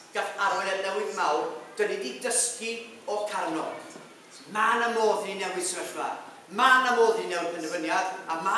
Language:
Welsh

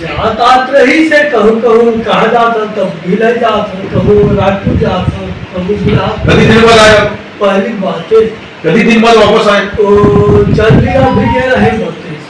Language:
Chhattisgarhi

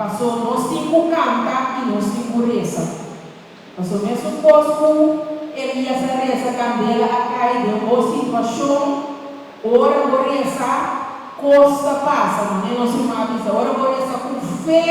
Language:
Papiamento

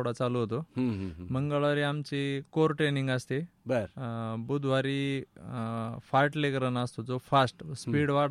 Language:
Marathi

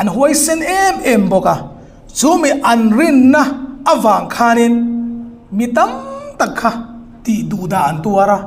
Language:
Hmar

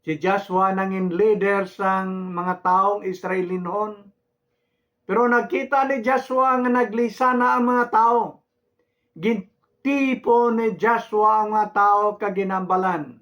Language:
Hiligaynon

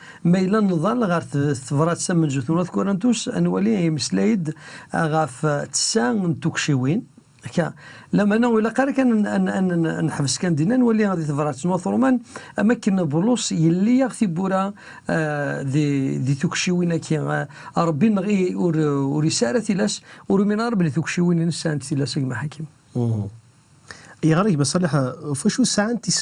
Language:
Kabyle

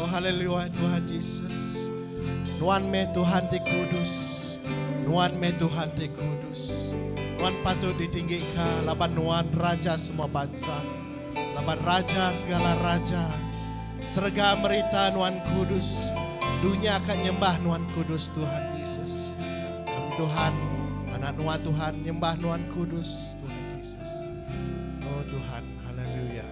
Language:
Iban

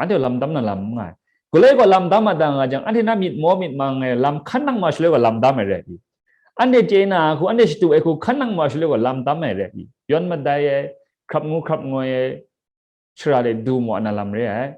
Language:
Kachin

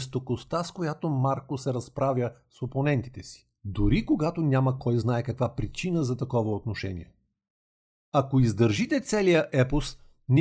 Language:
Bulgarian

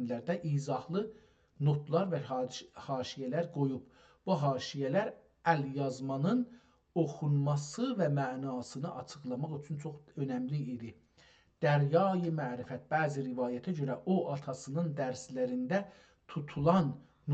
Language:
South Azerbaijani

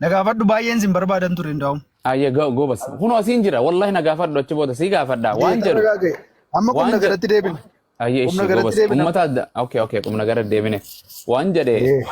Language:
Oromo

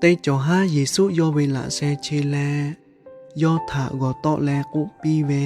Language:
Lahu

